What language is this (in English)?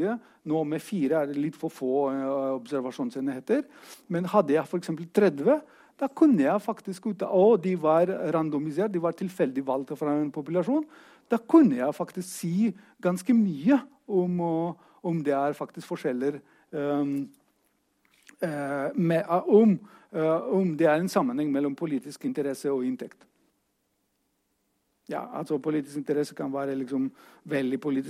Norwegian